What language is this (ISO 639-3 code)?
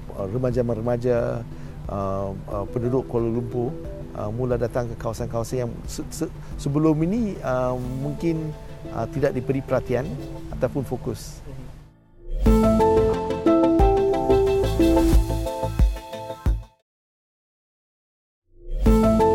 msa